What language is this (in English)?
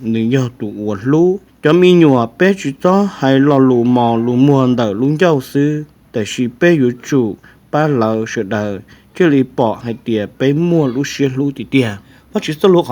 Hmong